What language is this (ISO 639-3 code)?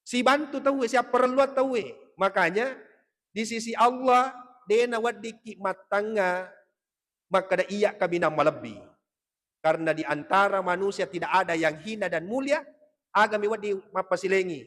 bug